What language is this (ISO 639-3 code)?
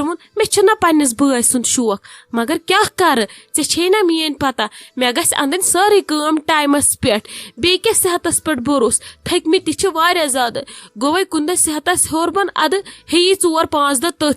kas